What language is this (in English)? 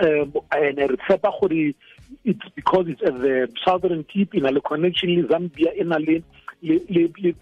Tswana